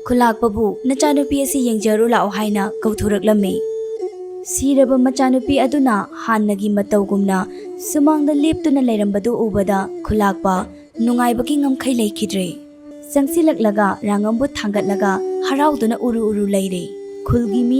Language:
Manipuri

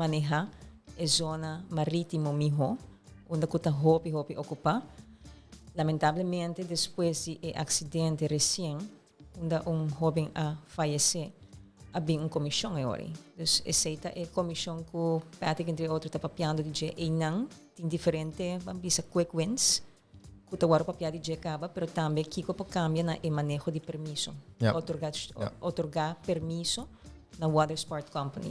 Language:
Papiamento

